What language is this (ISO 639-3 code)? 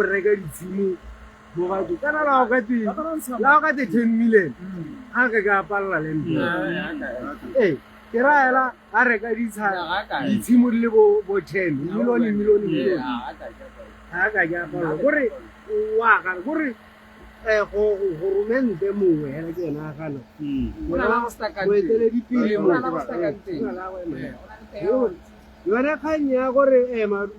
tsn